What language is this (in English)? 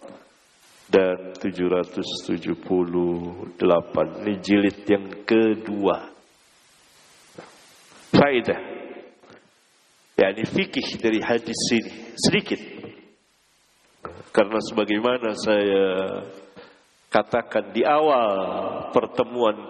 Indonesian